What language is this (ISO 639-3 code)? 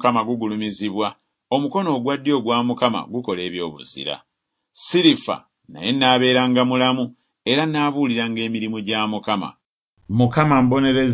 lug